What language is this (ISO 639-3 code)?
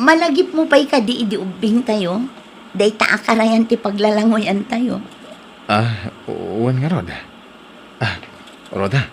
ilo